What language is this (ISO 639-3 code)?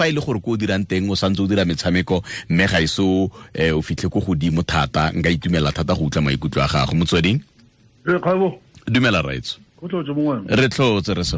tsn